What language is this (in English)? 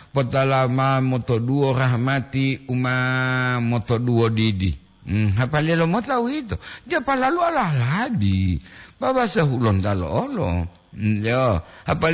Gorontalo